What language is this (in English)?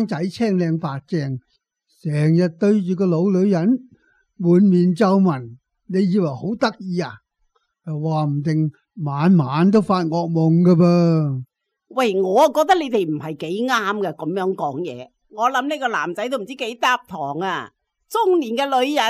Cantonese